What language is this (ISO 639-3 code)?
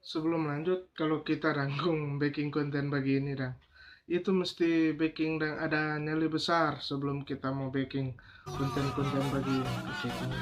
xmm